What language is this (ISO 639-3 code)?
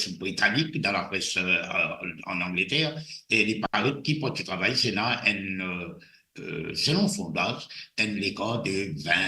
mfe